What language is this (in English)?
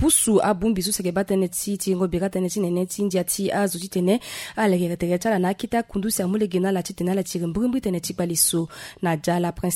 Sango